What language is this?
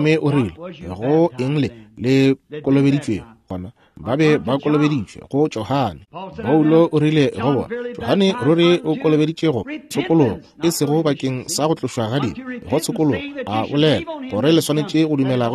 Northern Sotho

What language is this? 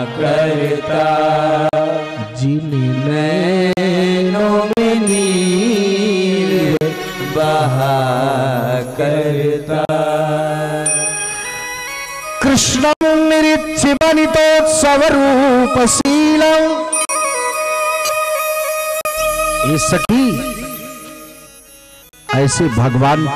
Hindi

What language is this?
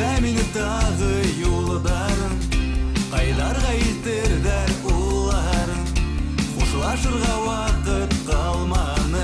Bashkir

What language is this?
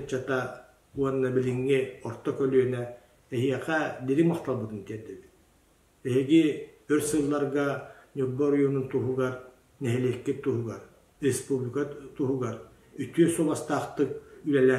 Yakut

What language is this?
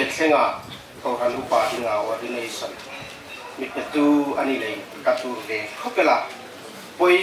Hmar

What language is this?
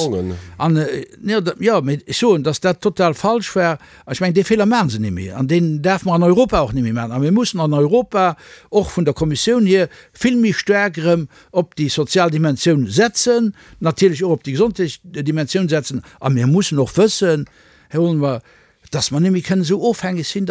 Luxembourgish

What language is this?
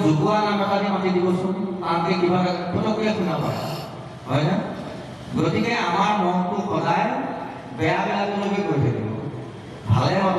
Assamese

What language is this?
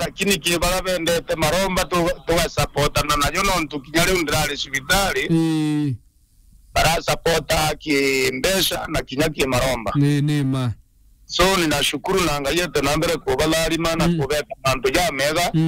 Meru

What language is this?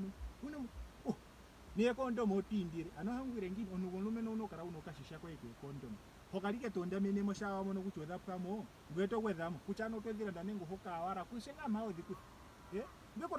Ndonga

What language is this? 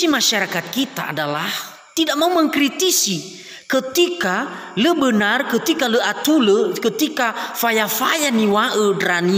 Nias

